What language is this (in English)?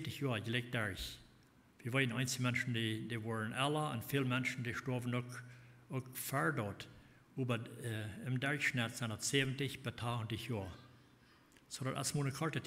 Plautdietsch